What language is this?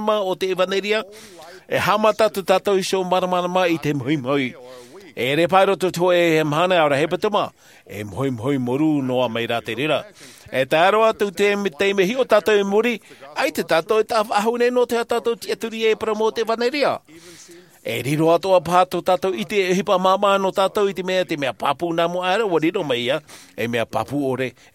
Tahitian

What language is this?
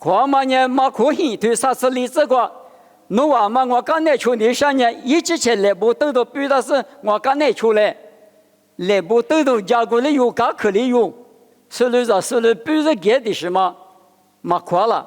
Lisu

